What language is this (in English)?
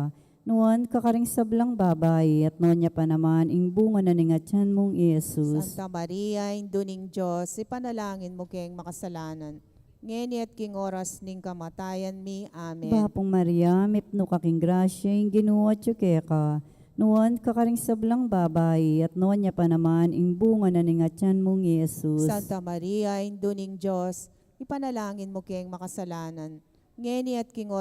Pampanga